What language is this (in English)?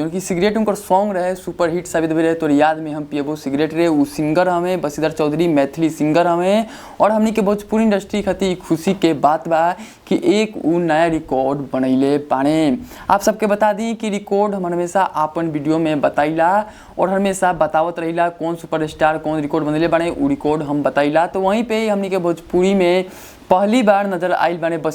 Bhojpuri